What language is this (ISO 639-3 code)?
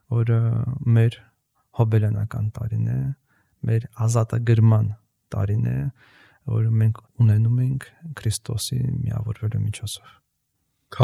hye